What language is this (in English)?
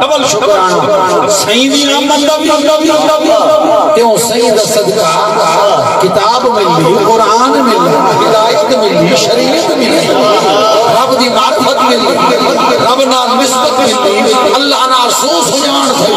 Saraiki